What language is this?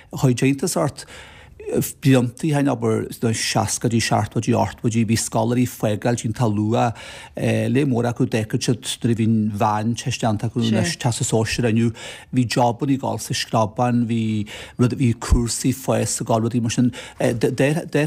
Irish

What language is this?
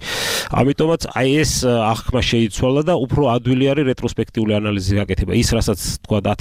Georgian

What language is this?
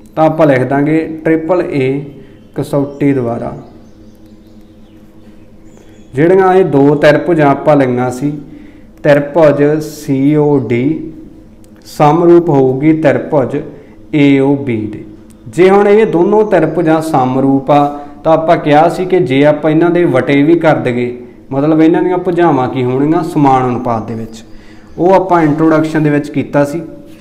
Punjabi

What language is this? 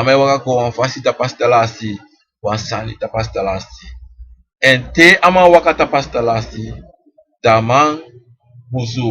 Sranan Tongo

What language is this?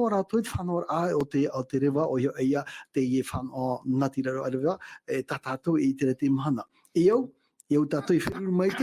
Tahitian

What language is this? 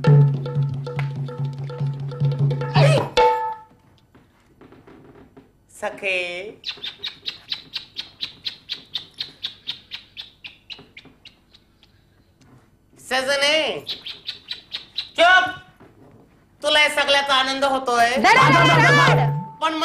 Marathi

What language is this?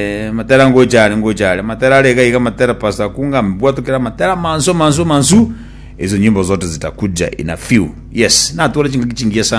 Gusii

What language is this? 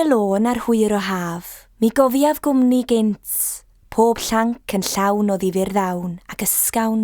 Welsh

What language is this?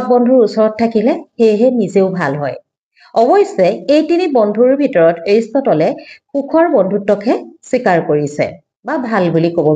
Assamese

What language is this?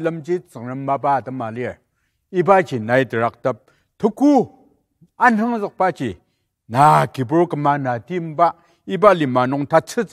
Ao Naga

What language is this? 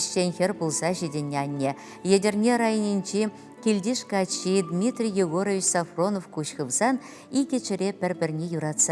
Chuvash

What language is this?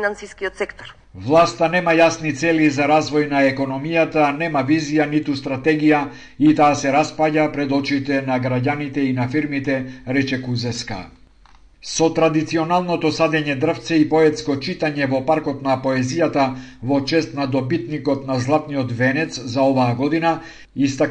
Macedonian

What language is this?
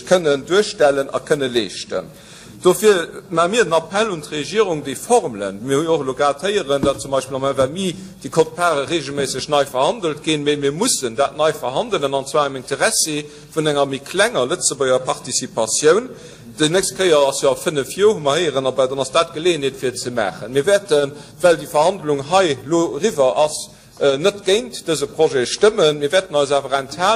Luxembourgish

